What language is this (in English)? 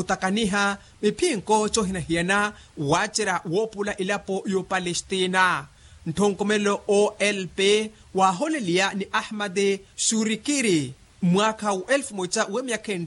Makhuwa